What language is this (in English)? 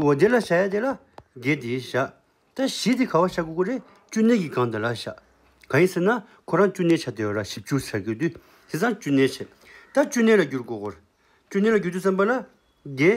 Tibetan